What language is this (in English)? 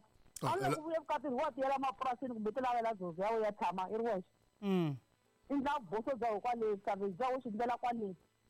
Tsonga